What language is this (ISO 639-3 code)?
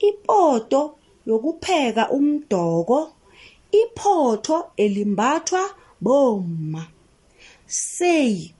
nbl